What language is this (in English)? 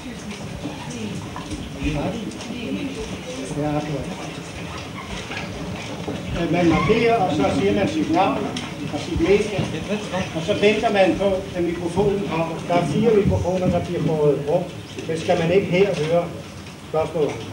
Danish